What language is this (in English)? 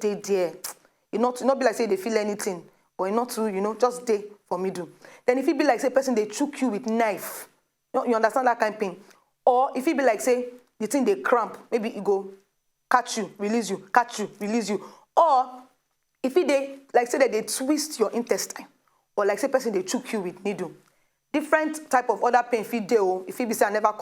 Nigerian Pidgin